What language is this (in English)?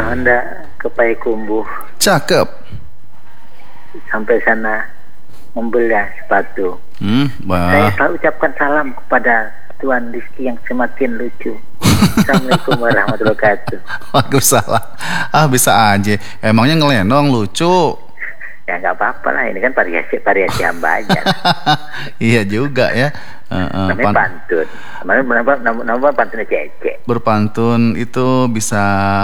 Indonesian